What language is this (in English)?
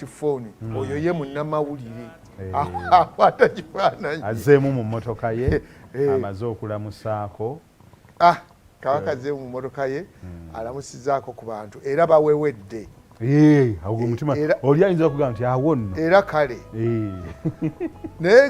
Ganda